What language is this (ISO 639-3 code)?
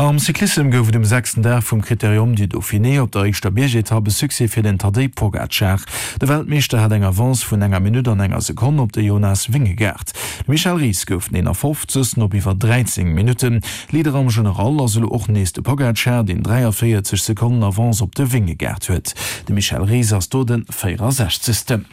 ltz